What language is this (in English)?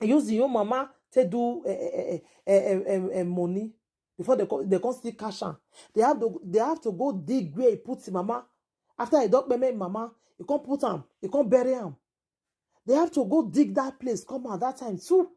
Nigerian Pidgin